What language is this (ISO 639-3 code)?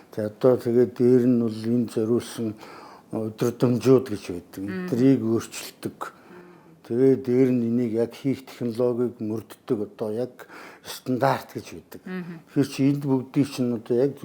mon